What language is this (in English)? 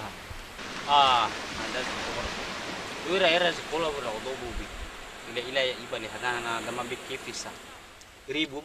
Nias